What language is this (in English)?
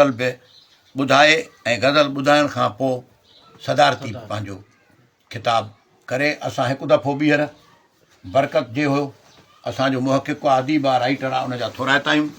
Sindhi